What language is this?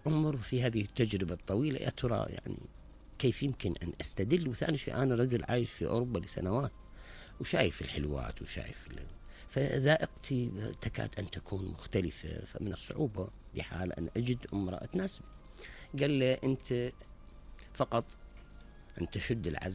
Mesopotamian Arabic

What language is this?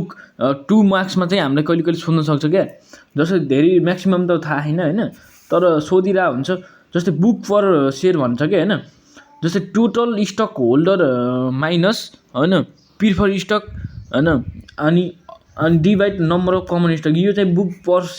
Nepali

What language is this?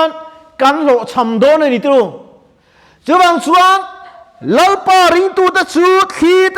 Mizo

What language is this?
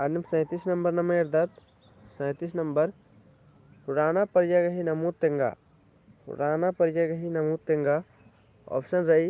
Kurukh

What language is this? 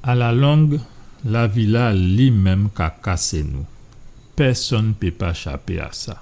Guadeloupean Creole French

